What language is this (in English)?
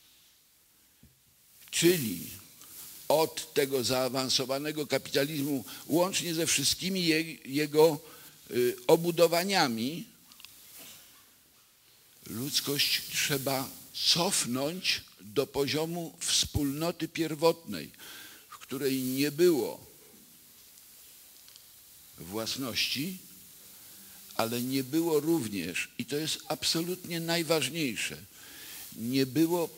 Polish